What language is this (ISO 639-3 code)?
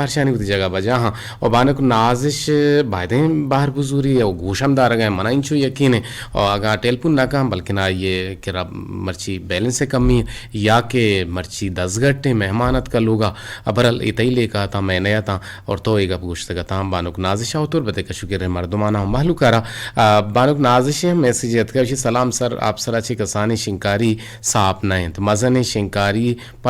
bgp